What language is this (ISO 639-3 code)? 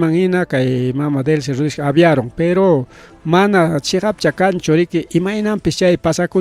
quy